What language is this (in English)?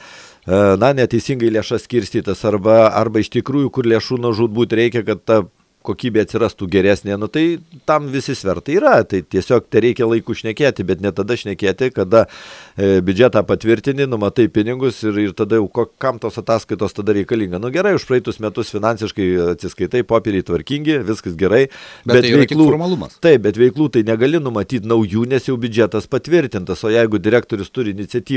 Lithuanian